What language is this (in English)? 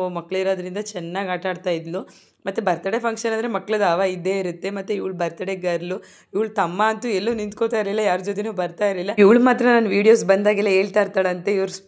Kannada